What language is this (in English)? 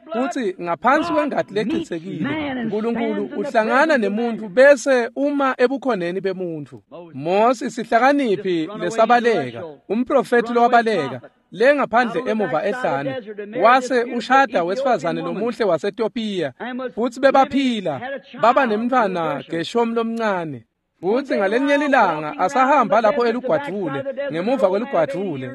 Swati